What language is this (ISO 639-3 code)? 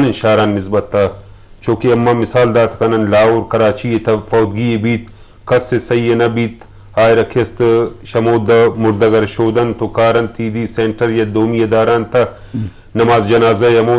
bgp